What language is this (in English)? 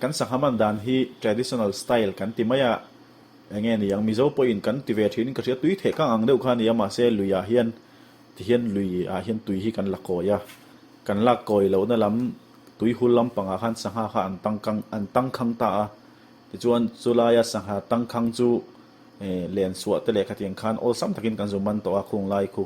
Mizo